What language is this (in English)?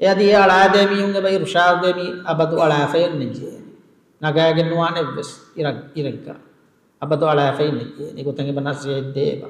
Divehi